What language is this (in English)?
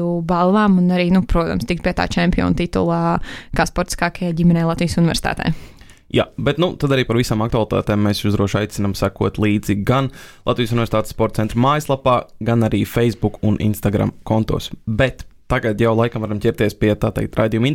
Latvian